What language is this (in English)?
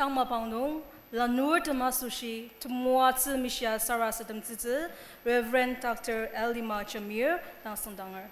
Ao Naga